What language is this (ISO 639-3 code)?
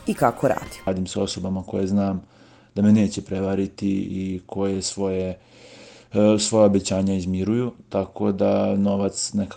srp